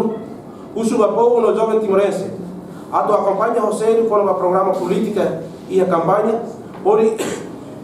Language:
Tetum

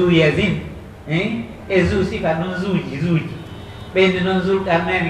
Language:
Pular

